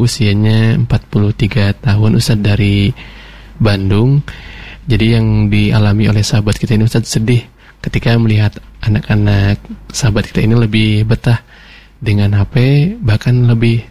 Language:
Indonesian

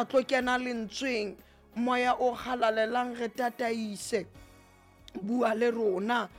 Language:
Southern Sotho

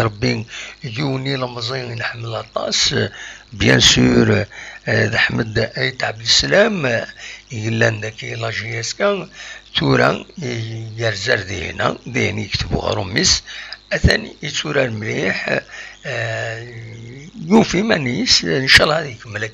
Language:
Kabyle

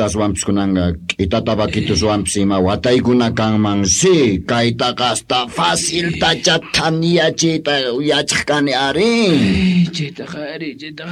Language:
Quechua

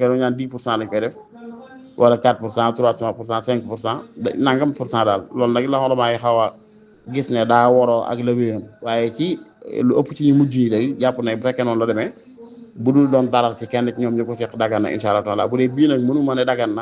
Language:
Wolof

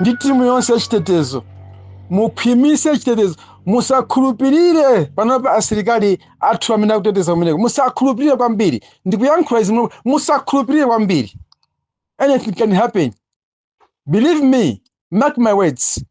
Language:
Nyanja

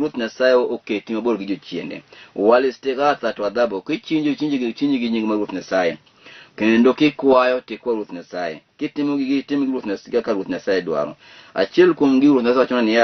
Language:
Luo (Kenya and Tanzania)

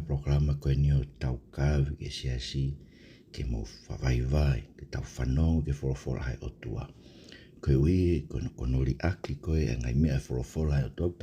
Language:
Tongan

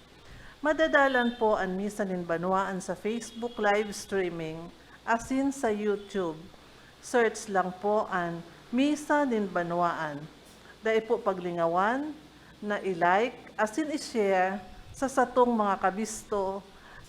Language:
Bikol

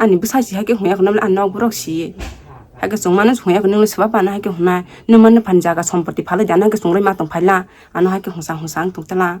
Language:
Kok Borok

